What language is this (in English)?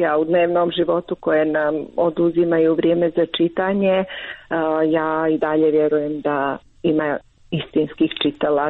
Croatian